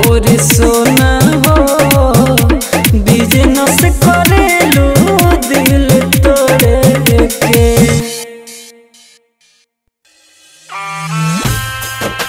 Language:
Bhojpuri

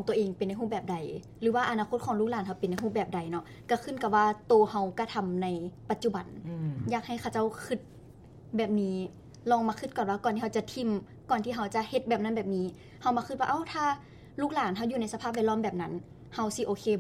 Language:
Lao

